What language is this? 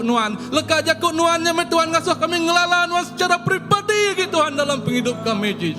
Iban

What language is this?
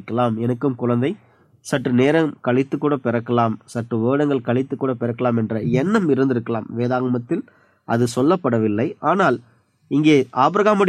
Tamil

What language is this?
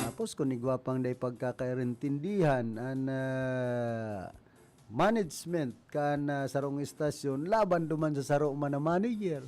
Bikol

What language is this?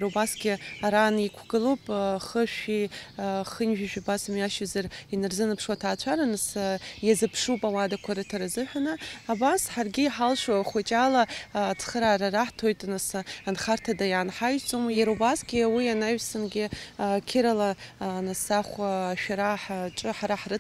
Abkhazian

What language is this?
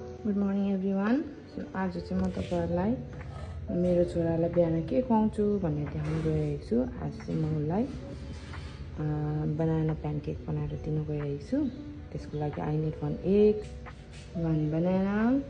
Nepali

